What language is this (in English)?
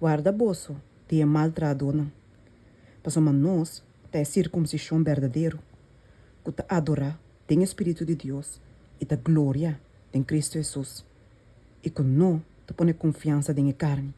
Papiamento